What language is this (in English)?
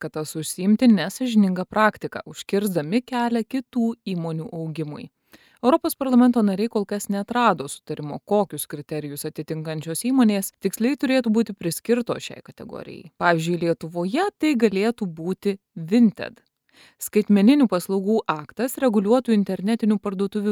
Lithuanian